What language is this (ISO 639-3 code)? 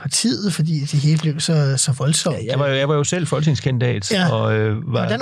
dan